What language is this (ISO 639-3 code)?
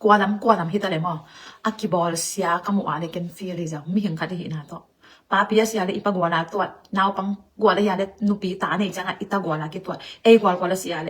ctd